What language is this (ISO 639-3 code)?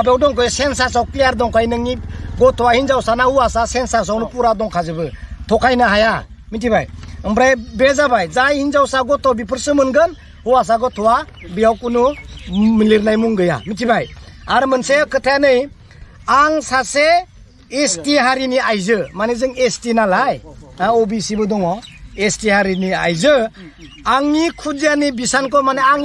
brx